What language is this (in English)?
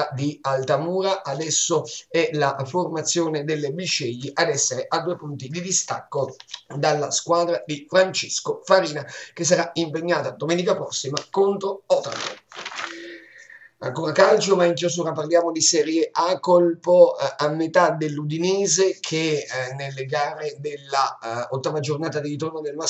Italian